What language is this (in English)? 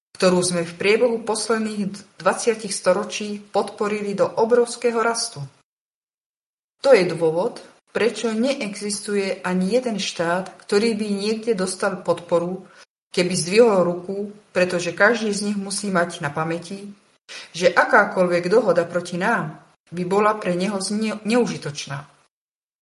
Slovak